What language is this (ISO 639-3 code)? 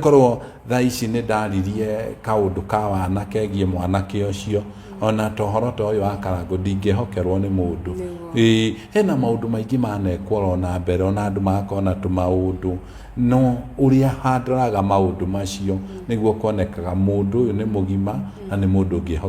kik